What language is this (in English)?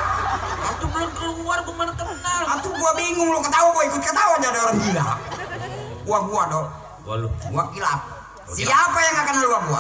Betawi